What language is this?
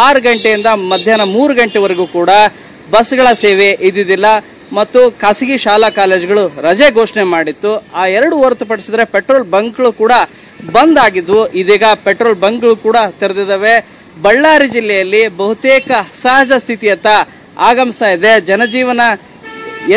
Kannada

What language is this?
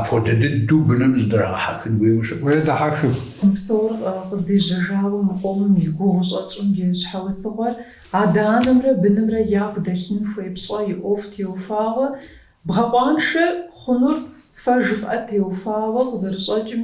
Kabardian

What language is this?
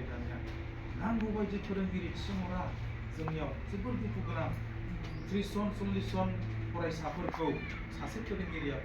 Bodo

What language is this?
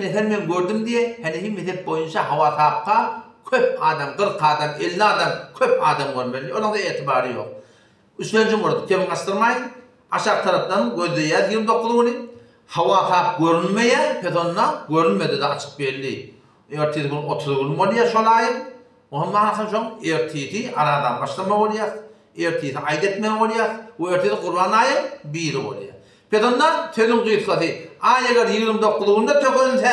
Turkmen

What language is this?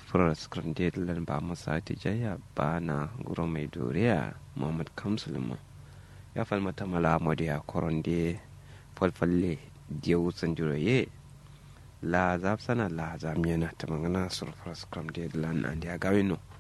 Kanuri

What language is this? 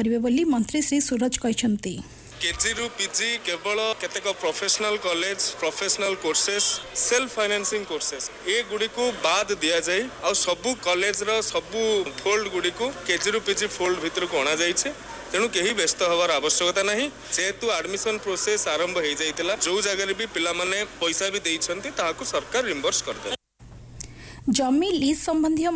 Odia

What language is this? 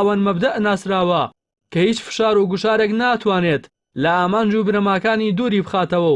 Central Kurdish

